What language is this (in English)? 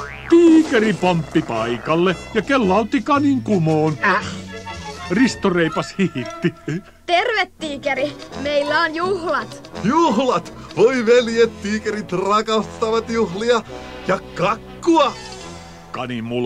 Finnish